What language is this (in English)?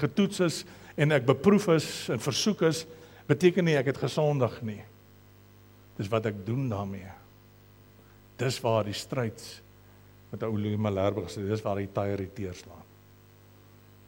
Afrikaans